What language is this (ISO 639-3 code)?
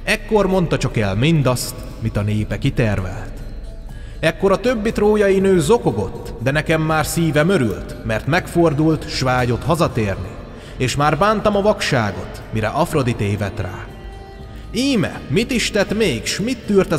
hun